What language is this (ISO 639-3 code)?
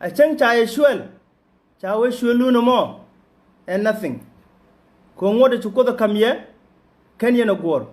nus